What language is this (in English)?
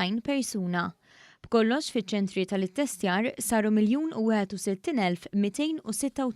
Maltese